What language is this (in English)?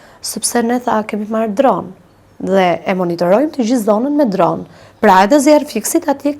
Albanian